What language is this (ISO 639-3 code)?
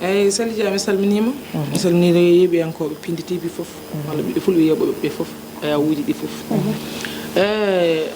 ful